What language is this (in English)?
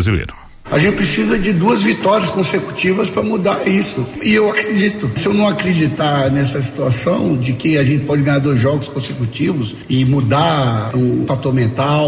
Portuguese